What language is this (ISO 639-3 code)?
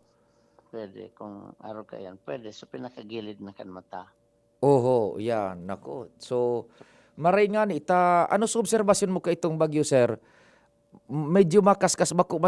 bik